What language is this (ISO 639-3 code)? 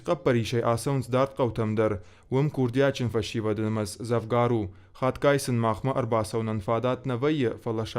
oss